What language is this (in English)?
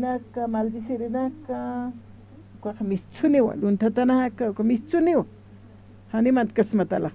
Aymara